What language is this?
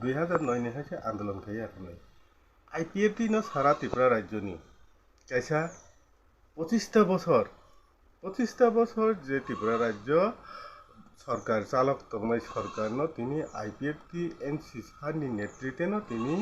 Kok Borok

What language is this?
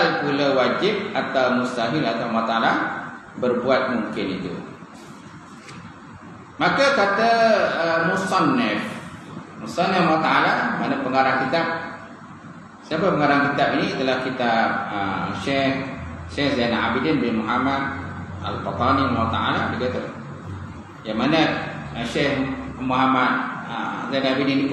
Malay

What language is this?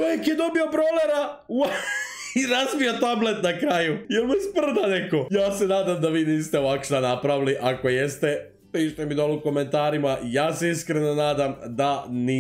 Croatian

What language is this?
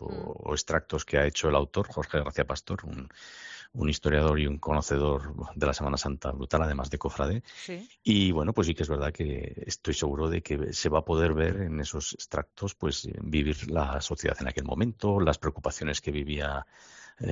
Spanish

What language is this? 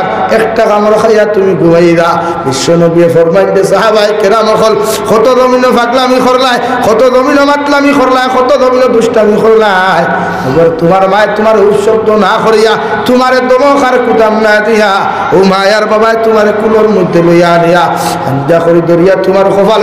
Sylheti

